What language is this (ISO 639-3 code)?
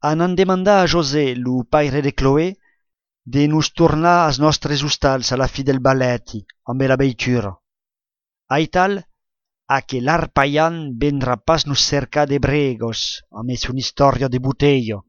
oci